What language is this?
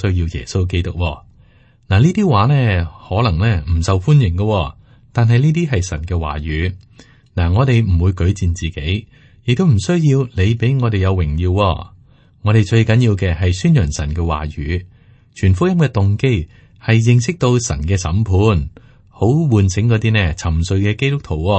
Cantonese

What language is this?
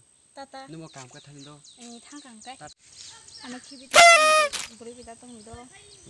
Kok Borok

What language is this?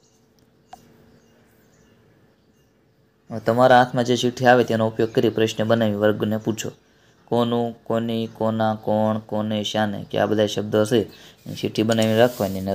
Gujarati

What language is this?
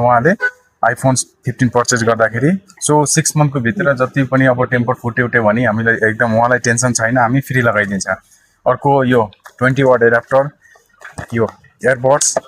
Nepali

